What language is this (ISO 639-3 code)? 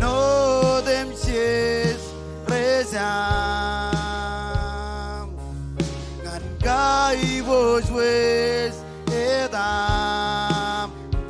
mah